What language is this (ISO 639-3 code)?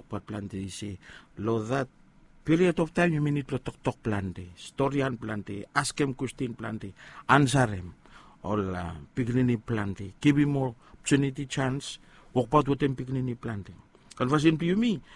bis